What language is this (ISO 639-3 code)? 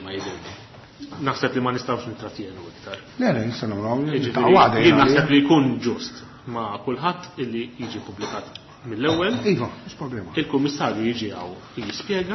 mlt